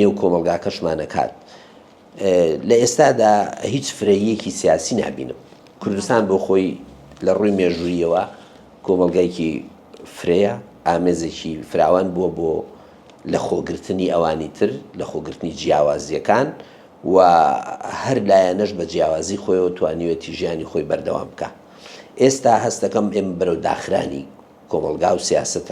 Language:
Central Kurdish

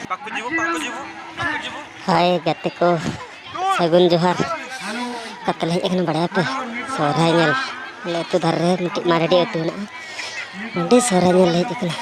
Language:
Santali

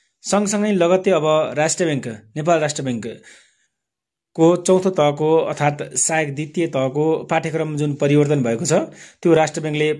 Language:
Nepali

